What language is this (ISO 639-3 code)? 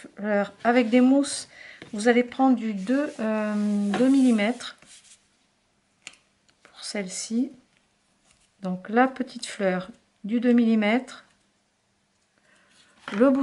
fra